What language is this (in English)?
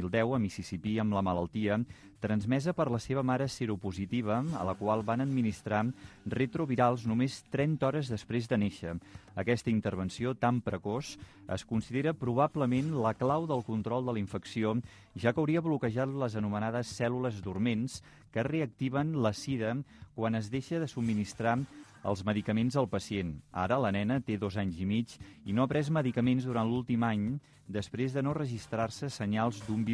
Catalan